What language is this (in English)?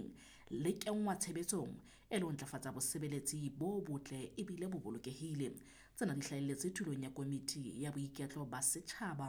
Southern Sotho